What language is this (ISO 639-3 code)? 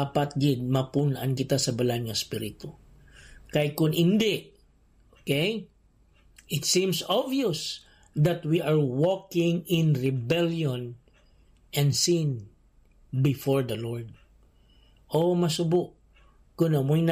hil